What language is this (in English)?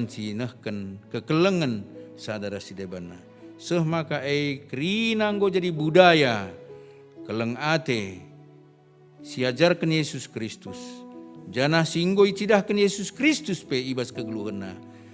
Batak Karo